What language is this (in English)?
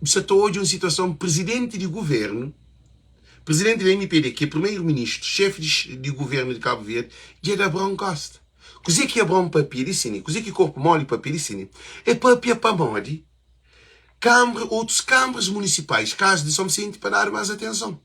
Kabuverdianu